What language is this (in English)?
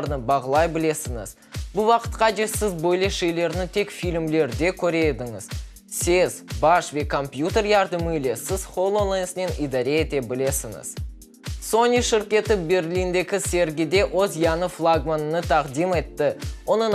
Crimean Tatar